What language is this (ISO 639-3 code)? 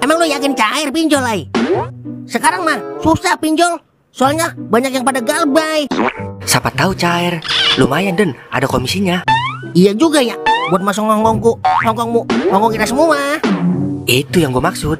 bew